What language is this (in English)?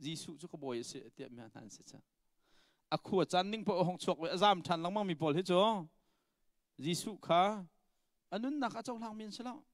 Hakha Chin